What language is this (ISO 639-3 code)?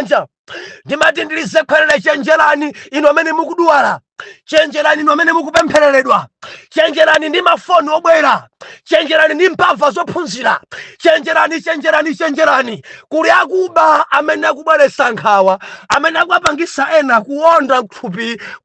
nya